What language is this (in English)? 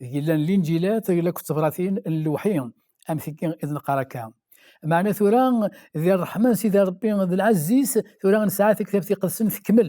Kabyle